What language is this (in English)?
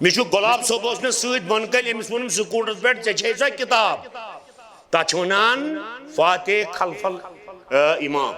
Kashmiri